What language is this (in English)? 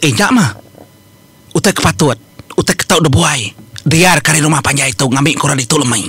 Iban